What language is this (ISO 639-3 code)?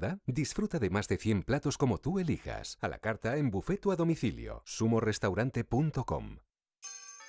spa